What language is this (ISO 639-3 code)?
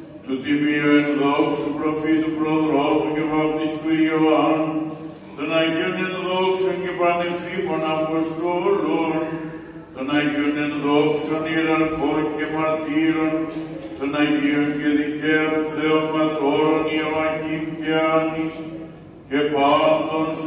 ell